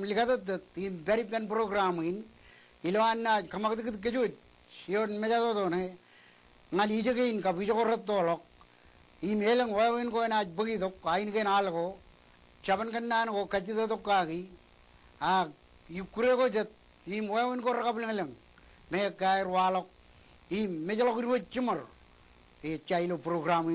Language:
Marshallese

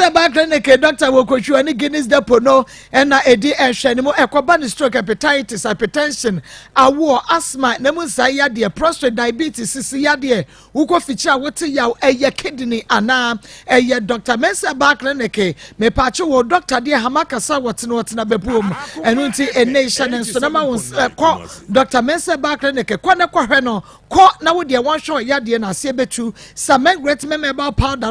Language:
Akan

